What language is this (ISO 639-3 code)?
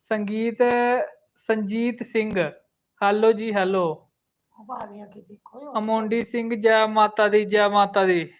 doi